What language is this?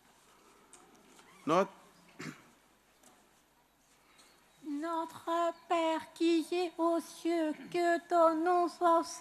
French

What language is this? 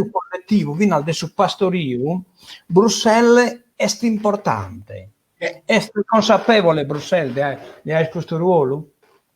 Sardinian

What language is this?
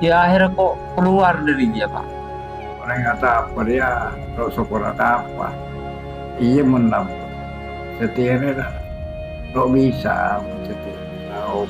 Madurese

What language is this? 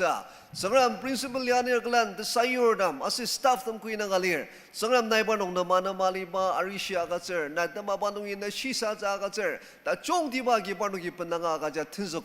Ao Naga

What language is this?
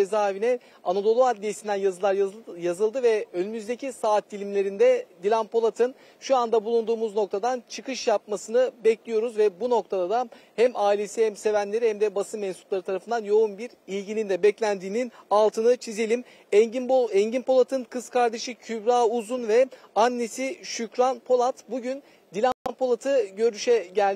Turkish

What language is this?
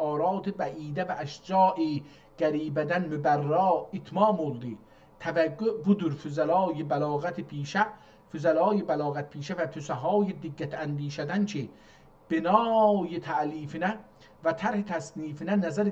South Azerbaijani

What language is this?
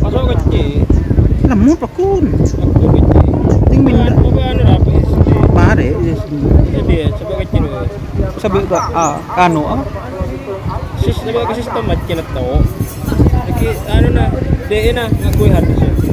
Madurese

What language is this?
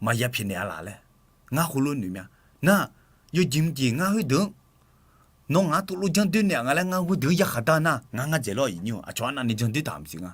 Akha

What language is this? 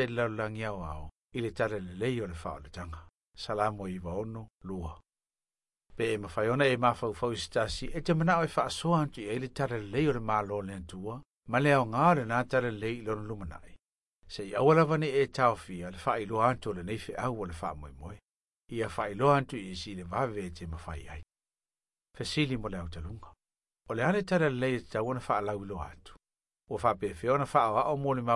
Samoan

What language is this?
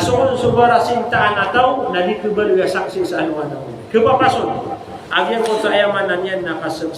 Maranao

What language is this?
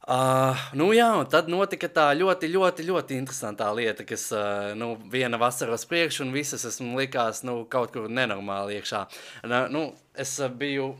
Latvian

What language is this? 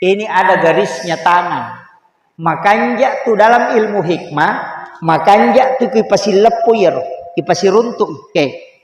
Buginese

